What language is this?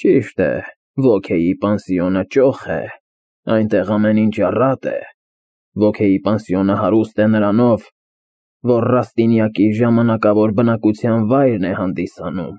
Armenian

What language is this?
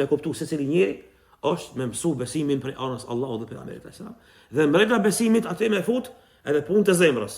Albanian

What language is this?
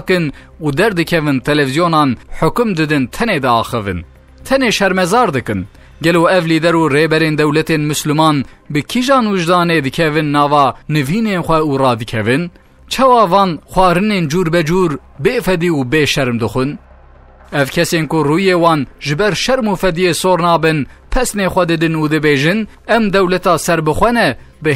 Kurdish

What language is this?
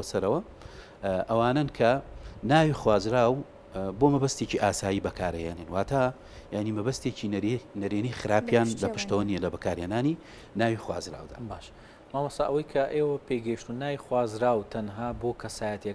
Central Kurdish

